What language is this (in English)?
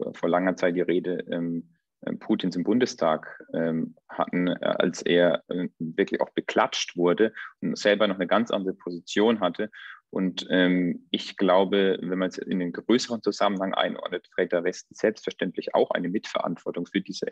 German